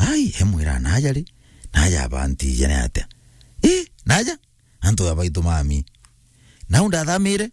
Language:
Meru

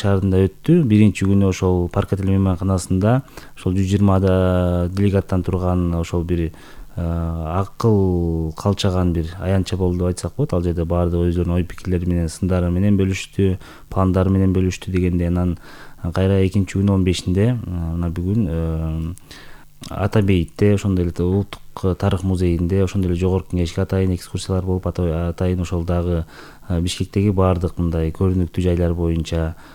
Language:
Kyrgyz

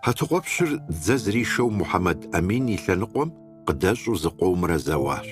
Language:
Kabardian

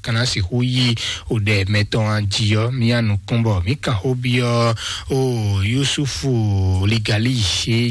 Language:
Fon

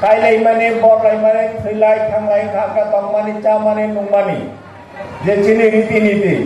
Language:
Riang (India)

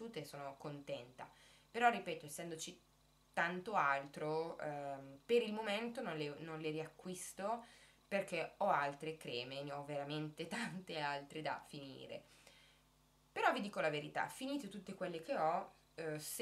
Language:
Italian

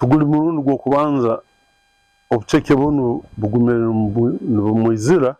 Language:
Nyankole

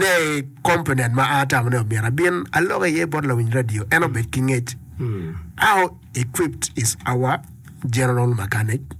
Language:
Acoli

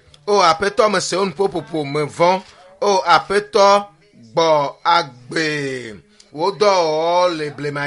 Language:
Ewe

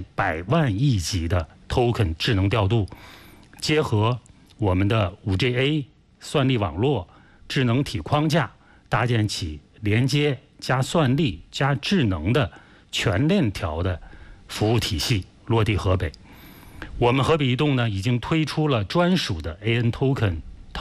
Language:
Chinese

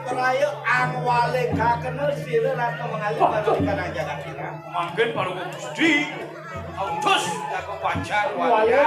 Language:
Balinese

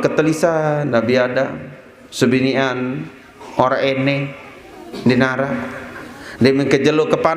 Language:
Sasak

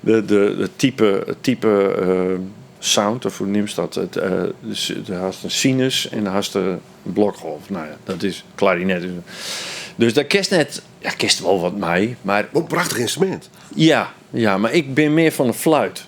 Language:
Western Frisian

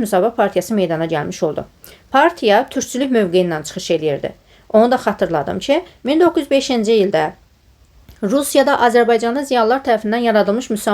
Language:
Azerbaijani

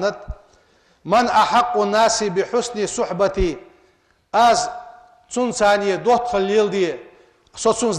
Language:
Ingush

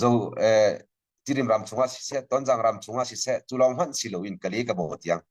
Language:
Hakha Chin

